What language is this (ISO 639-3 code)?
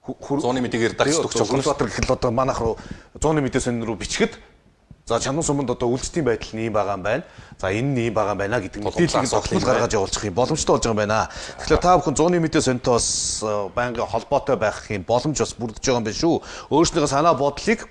mon